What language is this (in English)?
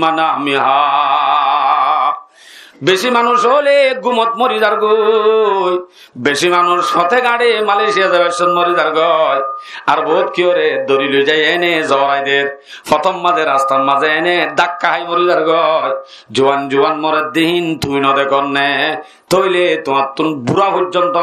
Rohingya